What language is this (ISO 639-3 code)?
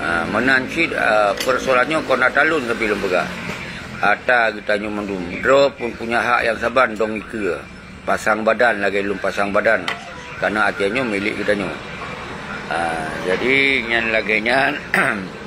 ace